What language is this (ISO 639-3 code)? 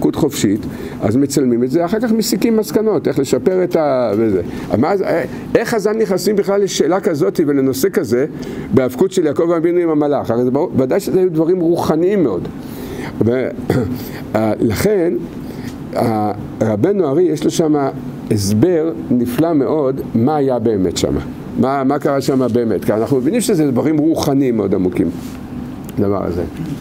heb